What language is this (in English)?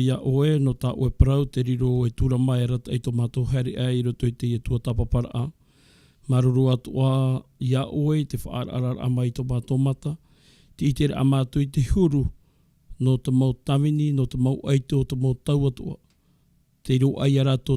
Tahitian